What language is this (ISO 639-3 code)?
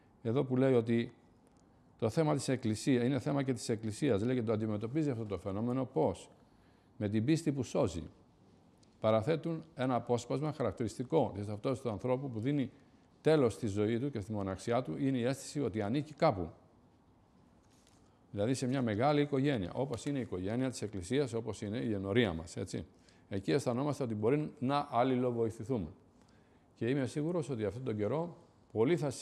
ell